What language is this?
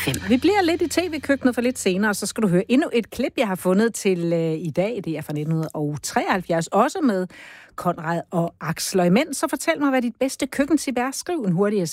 Danish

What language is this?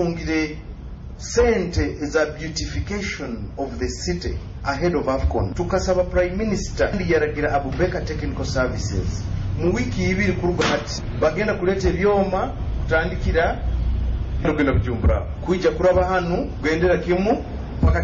Nyoro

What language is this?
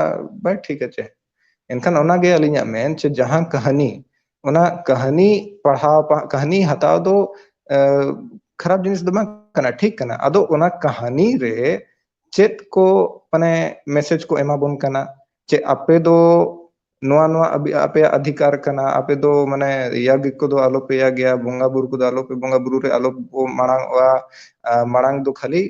Santali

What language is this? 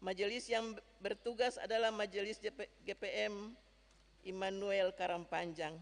Ambonese Malay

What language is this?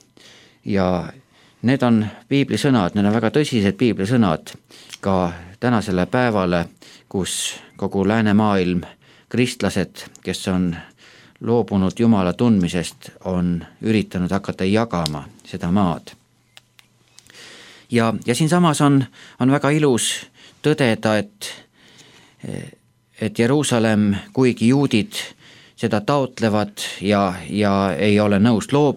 Estonian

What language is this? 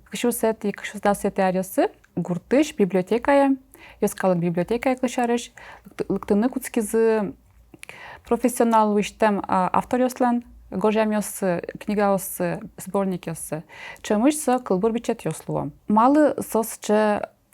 Udmurt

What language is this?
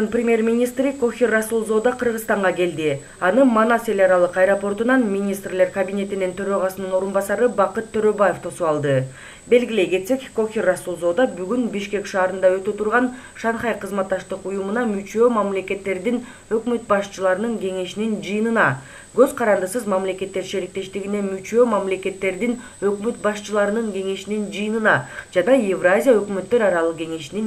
Kyrgyz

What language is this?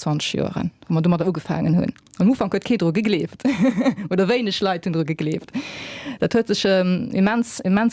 Luxembourgish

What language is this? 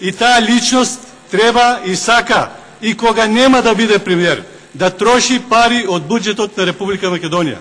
Macedonian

